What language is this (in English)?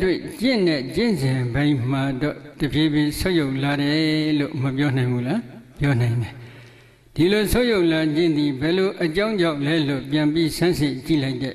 Burmese